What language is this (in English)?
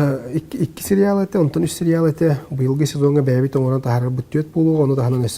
Yakut